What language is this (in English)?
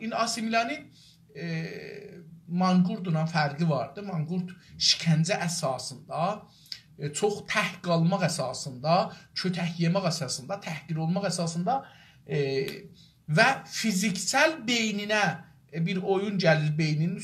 South Azerbaijani